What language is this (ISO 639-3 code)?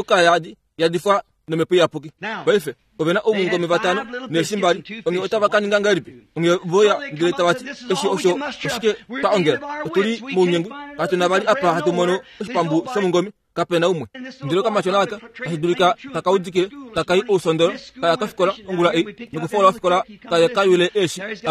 kua